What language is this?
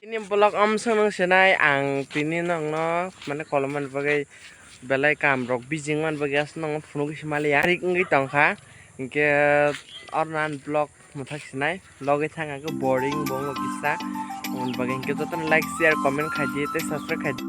Kok Borok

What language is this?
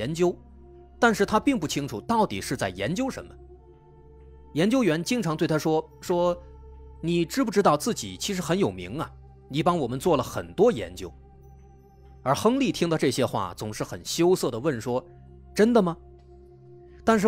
Chinese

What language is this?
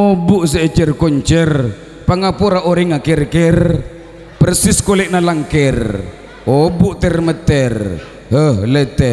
Madurese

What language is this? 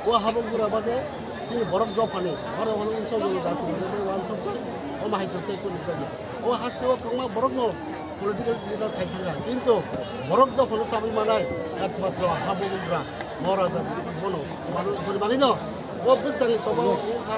Kok Borok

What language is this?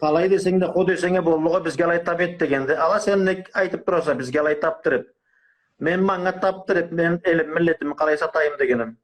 Karachay-Balkar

